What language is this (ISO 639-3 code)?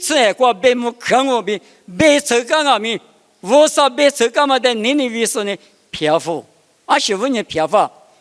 lis